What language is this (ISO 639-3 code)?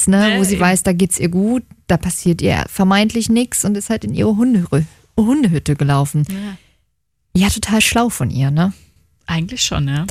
deu